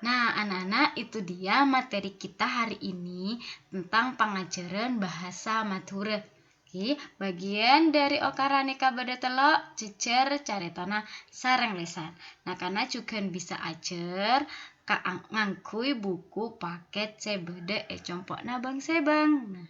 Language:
Madurese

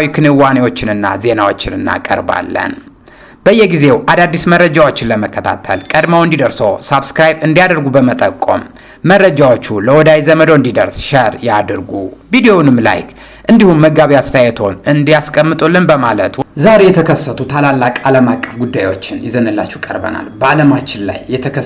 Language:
Amharic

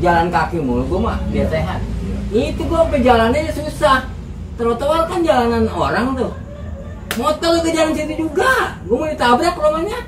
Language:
Betawi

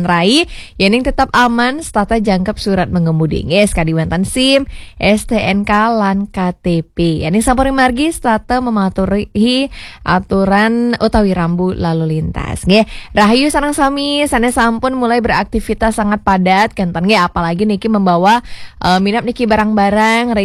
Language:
Balinese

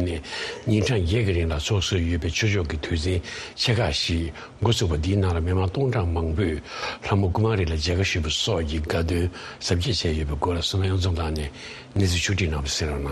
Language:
Tibetan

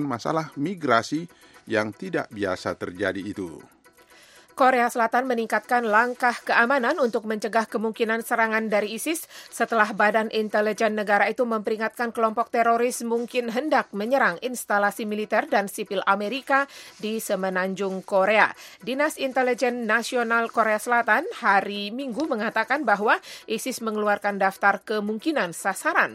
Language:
Indonesian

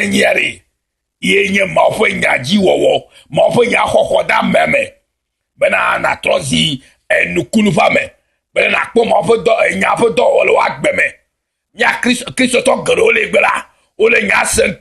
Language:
Ewe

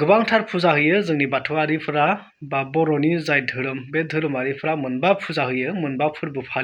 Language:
Bodo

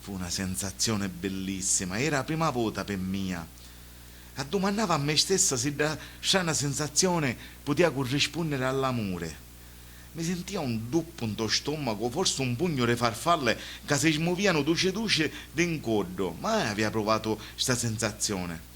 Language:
Sicilian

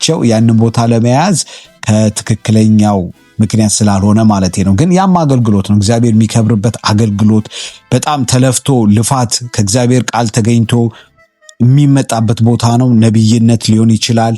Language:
Amharic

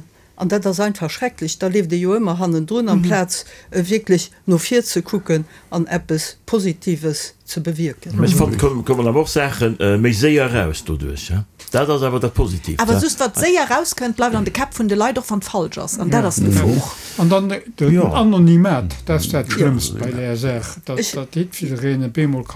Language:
Luxembourgish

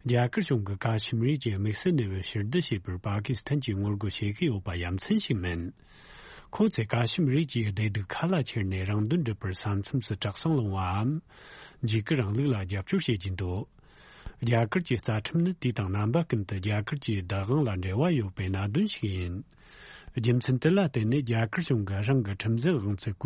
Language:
Tibetan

